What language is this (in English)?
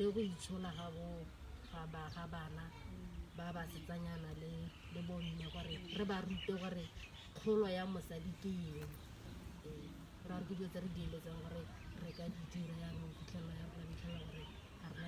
Tswana